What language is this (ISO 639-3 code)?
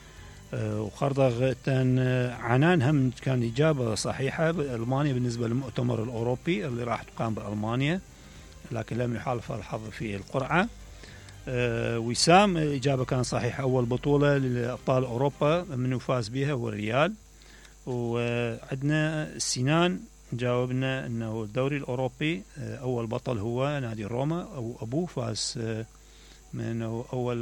acm